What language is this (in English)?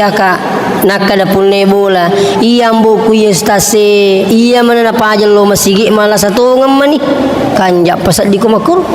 Buginese